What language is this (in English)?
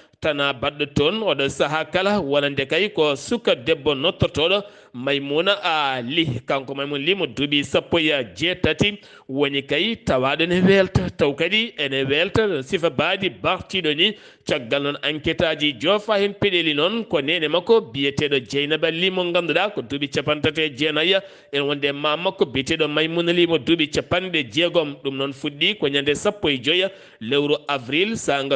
Fula